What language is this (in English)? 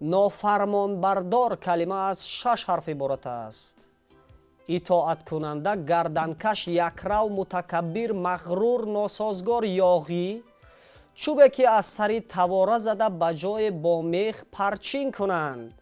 Tajik